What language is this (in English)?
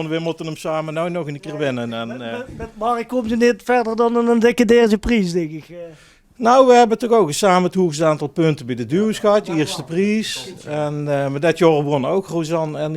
Limburgish